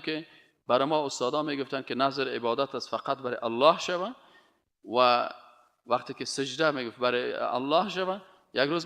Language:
Persian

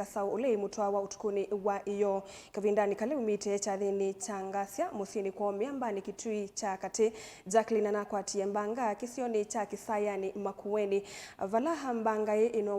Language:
Kamba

